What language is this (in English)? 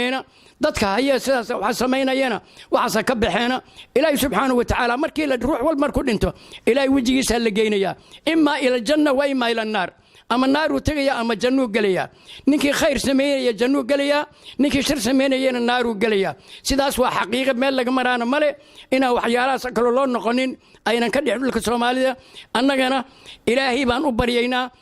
Somali